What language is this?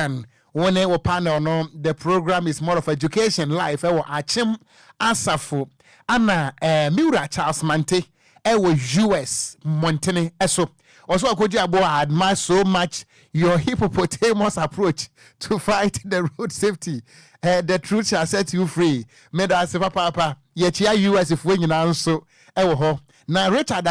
Akan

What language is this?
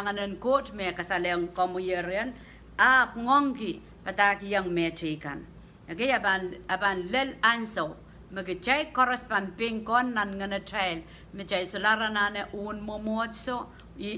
Pohnpeian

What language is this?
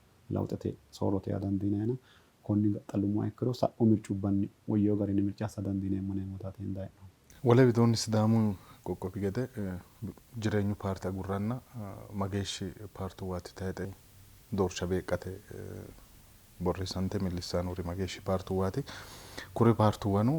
Sidamo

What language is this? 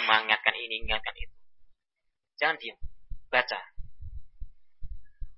Indonesian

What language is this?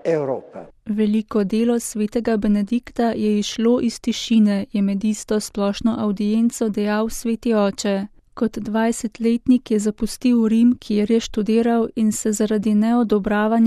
Slovenian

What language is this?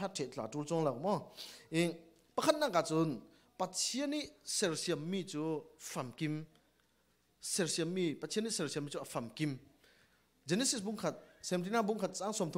Falam Chin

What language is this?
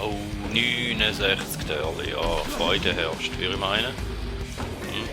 Swiss German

